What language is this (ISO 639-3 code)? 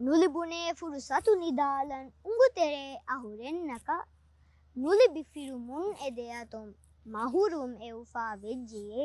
div